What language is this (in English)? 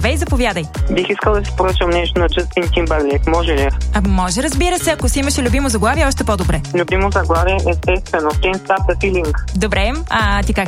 Bulgarian